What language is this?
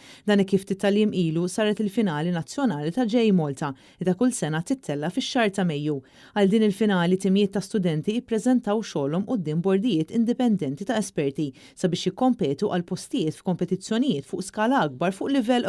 Maltese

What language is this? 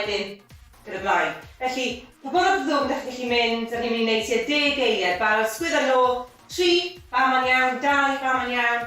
Welsh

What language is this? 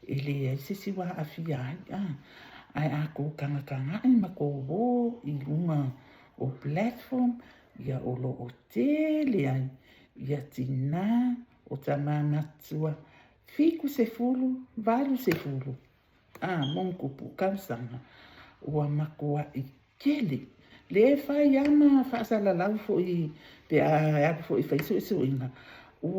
Samoan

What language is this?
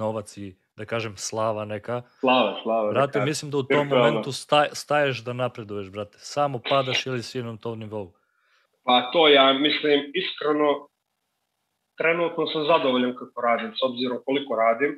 Serbian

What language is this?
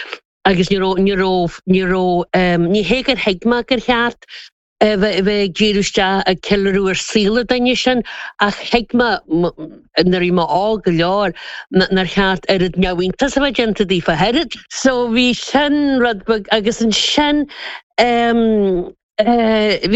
Irish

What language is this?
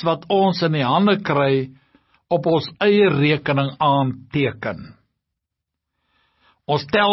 Afrikaans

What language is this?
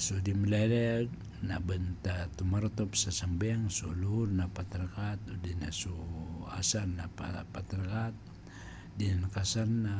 Maranao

